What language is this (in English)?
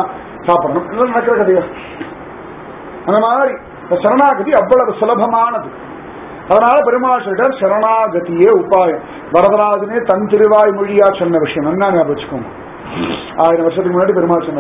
Tamil